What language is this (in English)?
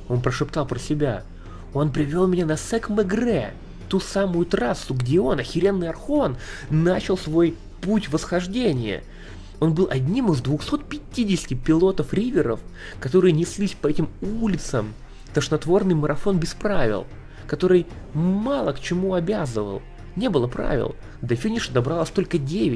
Russian